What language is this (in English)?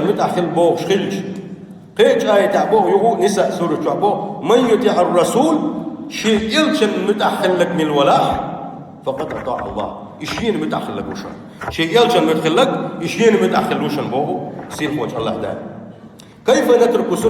Chechen